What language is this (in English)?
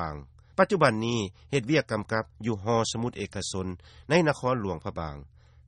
Lao